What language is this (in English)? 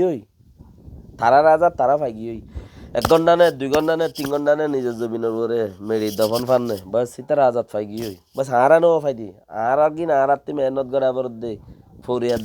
Rohingya